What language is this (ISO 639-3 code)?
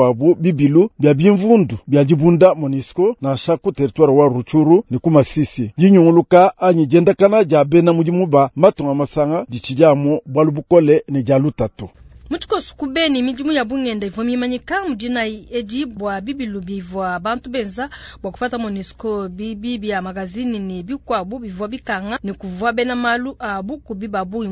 lua